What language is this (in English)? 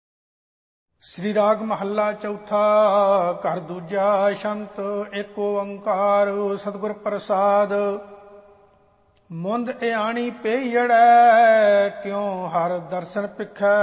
Punjabi